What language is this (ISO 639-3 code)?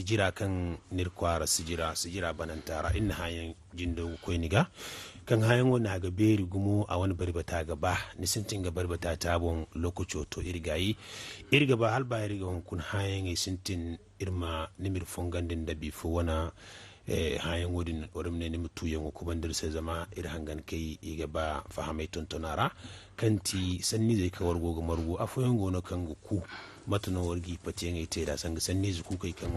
dje